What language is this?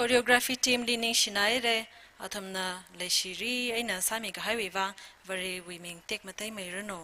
Tangkhul Naga (India)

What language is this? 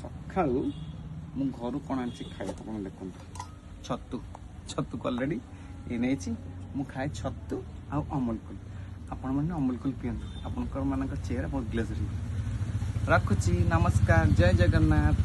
Odia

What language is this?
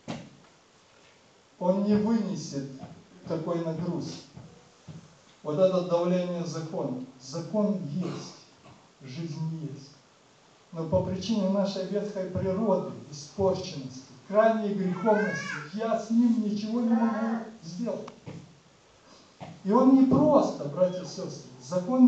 Russian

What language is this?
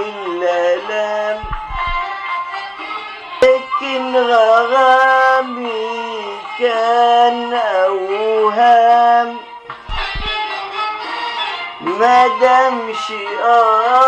Egyptian Arabic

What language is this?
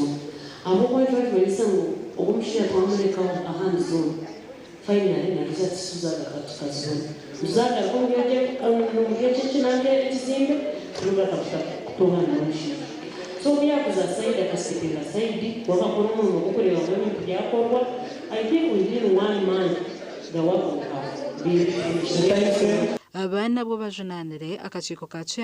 Nyankole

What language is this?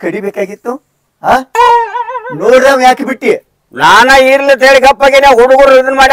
Kannada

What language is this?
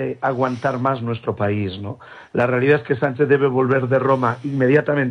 Spanish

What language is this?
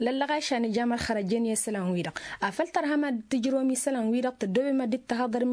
Tamasheq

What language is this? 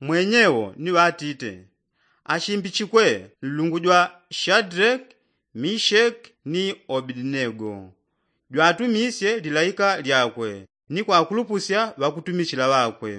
Yao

